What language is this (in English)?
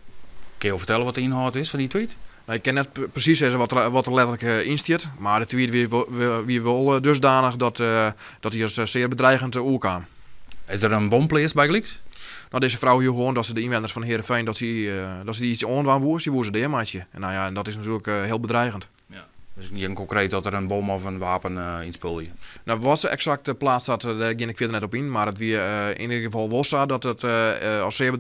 Western Frisian